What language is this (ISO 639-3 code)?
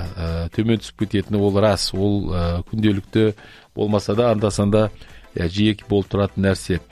kaz